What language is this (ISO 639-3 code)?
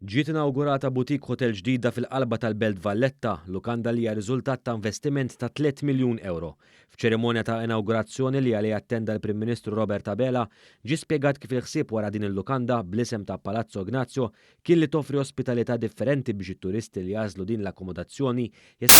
mlt